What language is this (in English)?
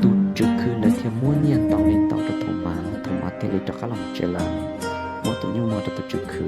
Hmong